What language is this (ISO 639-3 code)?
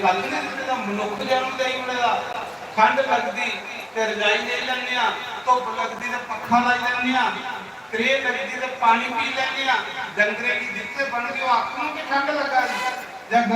doi